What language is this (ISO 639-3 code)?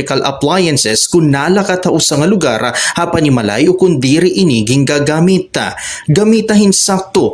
war